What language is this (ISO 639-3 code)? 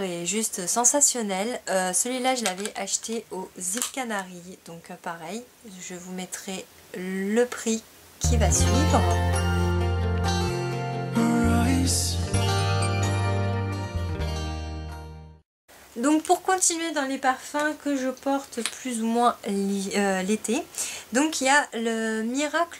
fra